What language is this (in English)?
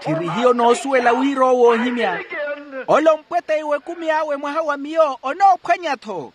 Makhuwa